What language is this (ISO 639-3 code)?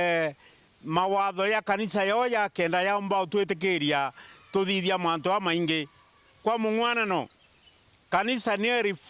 mer